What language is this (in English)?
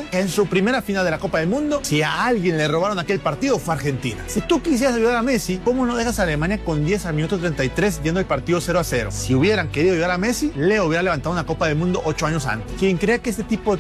Spanish